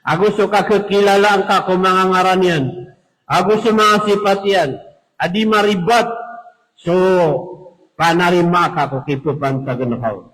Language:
Maranao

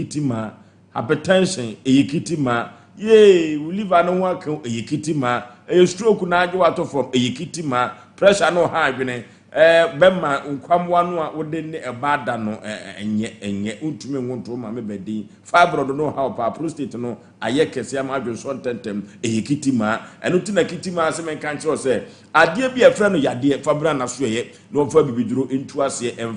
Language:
Akan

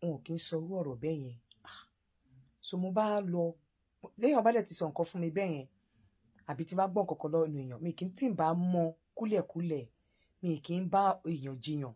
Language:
Yoruba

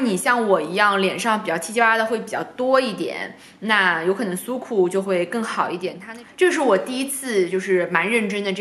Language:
Chinese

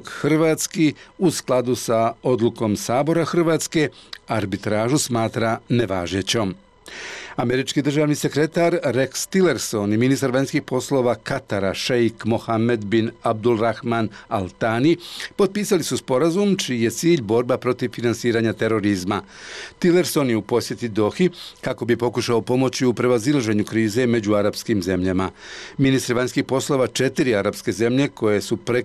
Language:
Bosnian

